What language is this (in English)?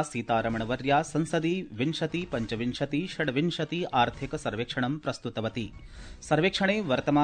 Sanskrit